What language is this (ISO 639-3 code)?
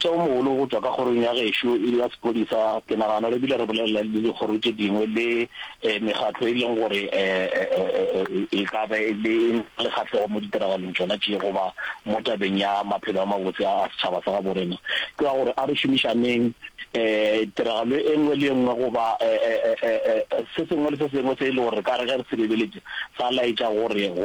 nso